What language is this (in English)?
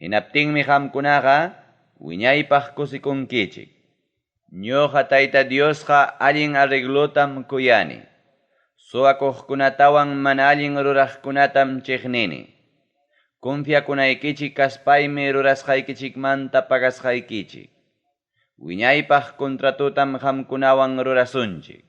Ayacucho Quechua